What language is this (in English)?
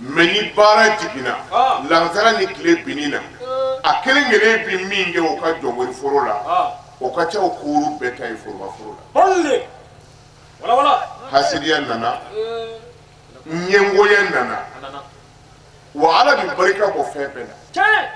Bambara